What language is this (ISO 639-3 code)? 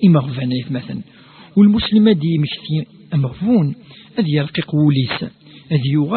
kab